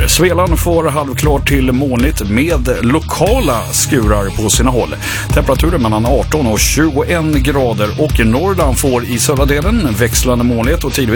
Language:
Swedish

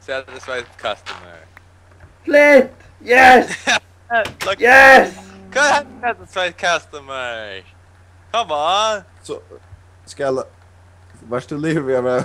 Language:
Faroese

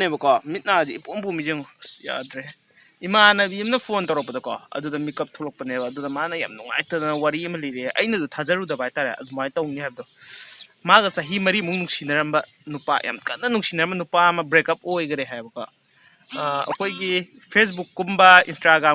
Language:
Manipuri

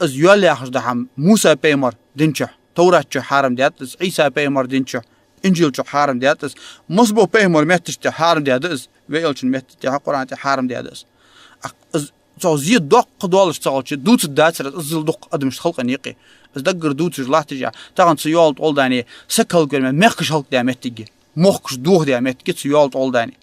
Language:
Ingush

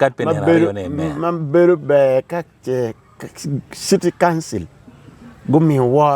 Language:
Acoli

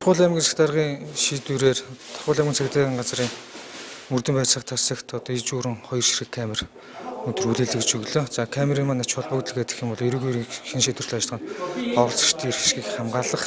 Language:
Mongolian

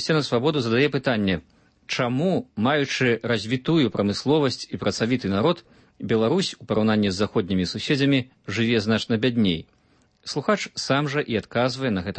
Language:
Belarusian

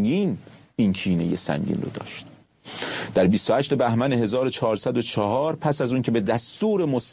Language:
Persian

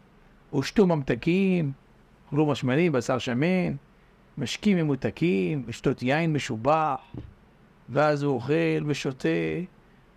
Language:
Hebrew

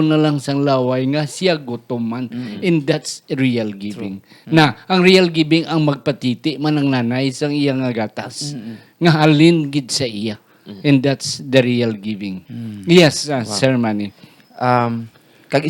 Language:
Hiligaynon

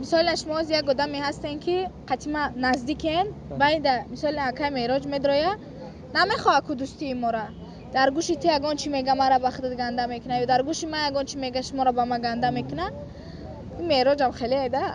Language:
Tajik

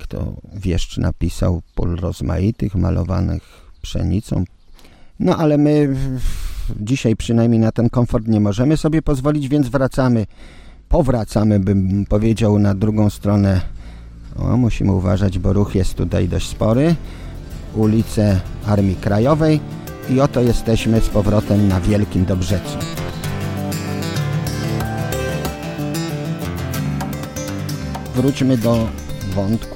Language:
Polish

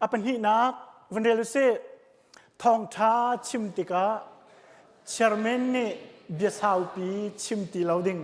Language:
Hakha Chin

